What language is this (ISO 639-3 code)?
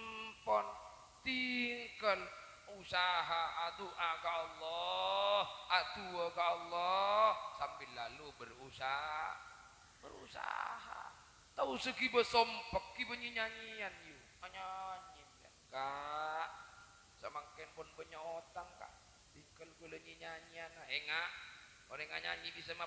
mad